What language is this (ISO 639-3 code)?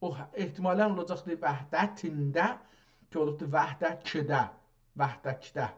azb